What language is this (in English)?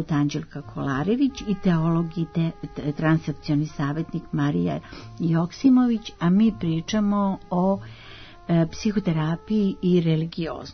Serbian